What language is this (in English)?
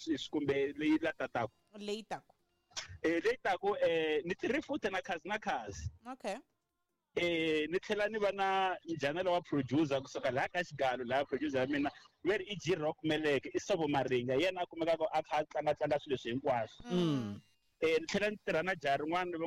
Tsonga